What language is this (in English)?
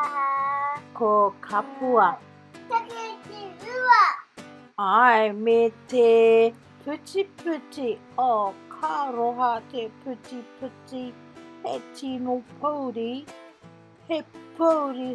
Māori